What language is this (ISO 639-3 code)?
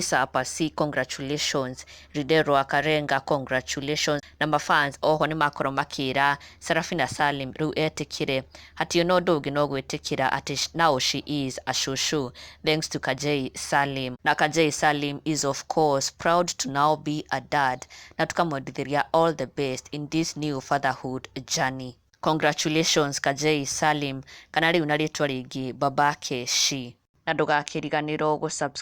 kik